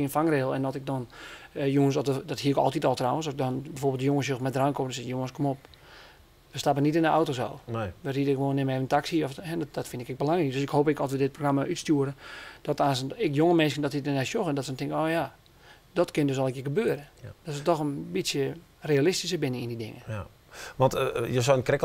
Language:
Western Frisian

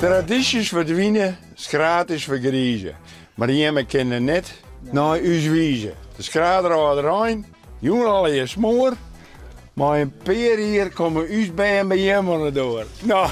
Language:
Western Frisian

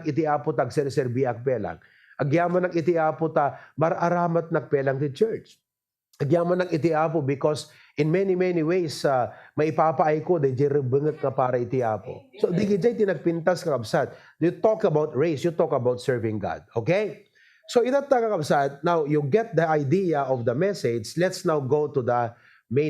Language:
Iloko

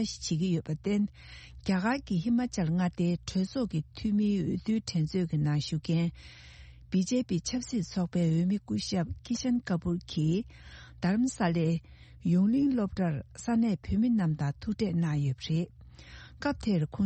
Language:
Tibetan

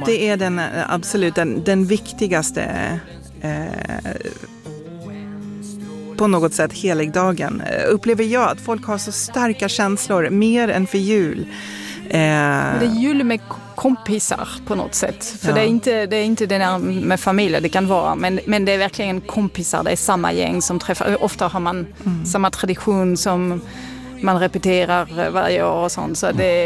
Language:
Swedish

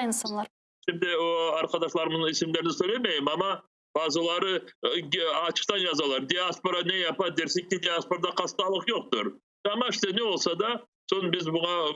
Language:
Crimean Tatar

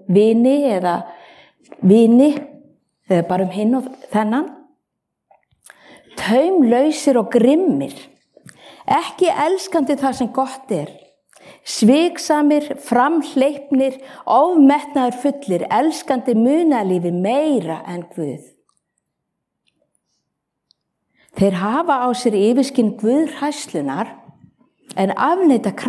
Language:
Icelandic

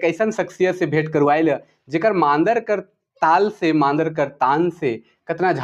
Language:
Sadri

